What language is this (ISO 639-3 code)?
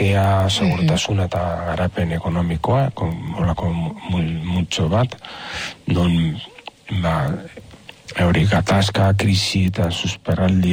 eus